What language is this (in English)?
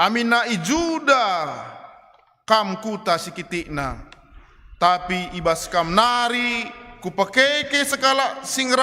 Batak Karo